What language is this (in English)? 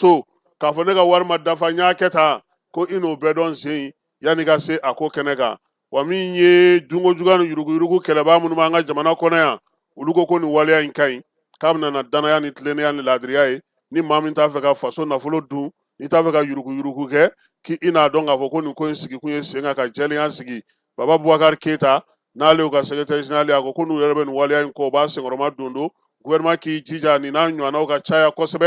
Bambara